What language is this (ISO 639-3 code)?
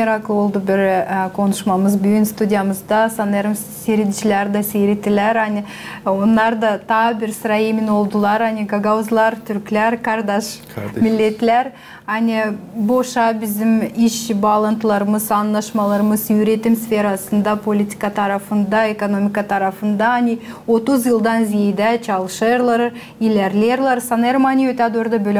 gag